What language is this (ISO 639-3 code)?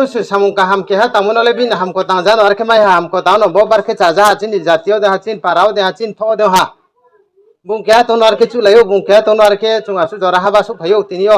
ria